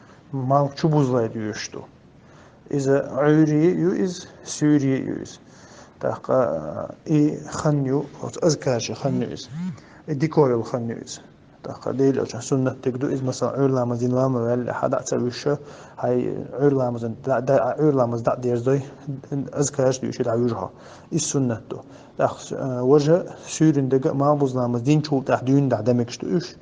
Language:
Chechen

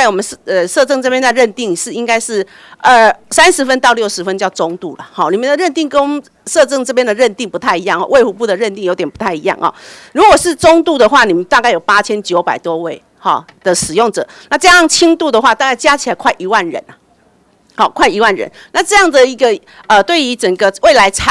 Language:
Chinese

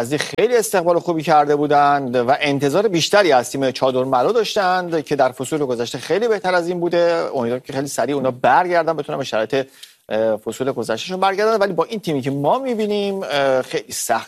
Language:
Persian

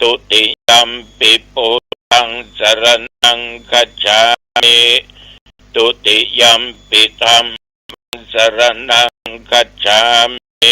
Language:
Pali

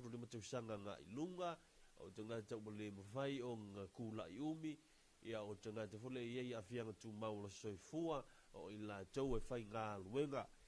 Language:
Samoan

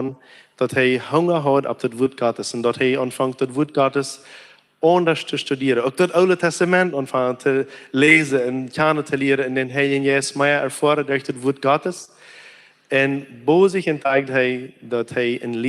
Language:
Plautdietsch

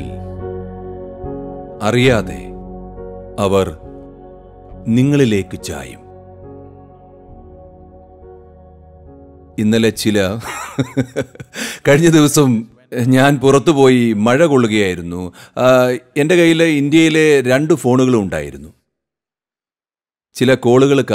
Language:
Malayalam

